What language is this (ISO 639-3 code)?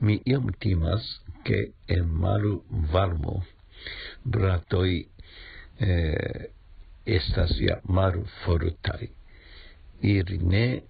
epo